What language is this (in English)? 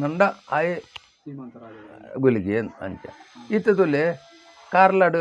Tulu